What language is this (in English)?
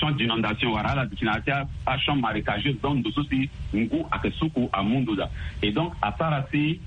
Sango